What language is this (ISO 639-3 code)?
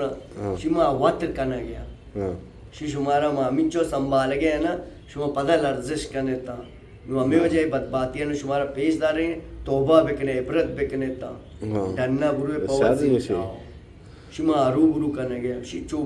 bal